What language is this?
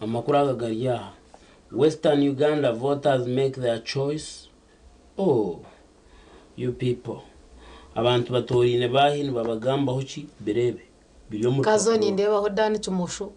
Nyankole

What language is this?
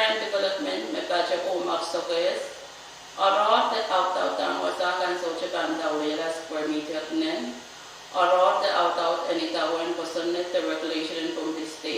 Pohnpeian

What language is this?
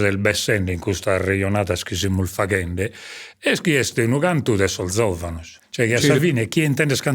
Sardinian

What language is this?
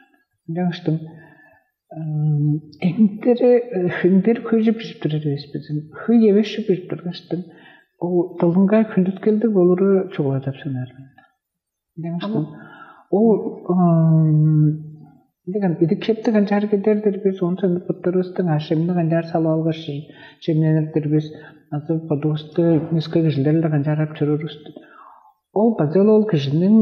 Tuvinian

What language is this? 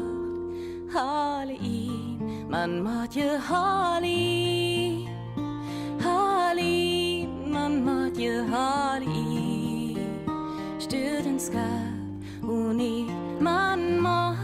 Northern Frisian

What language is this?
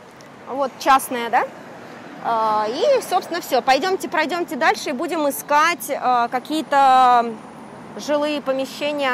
Russian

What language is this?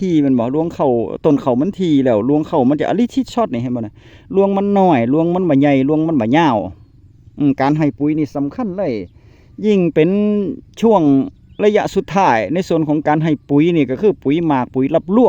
Northeastern Thai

